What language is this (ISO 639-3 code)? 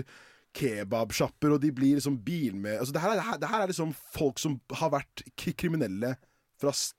nor